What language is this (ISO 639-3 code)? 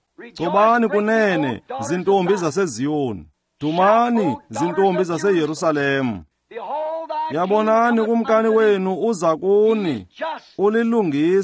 xho